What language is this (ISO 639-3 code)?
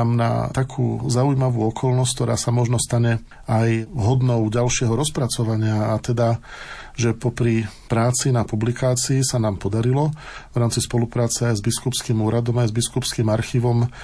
slk